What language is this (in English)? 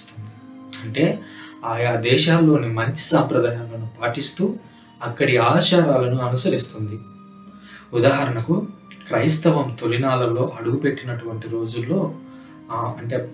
Telugu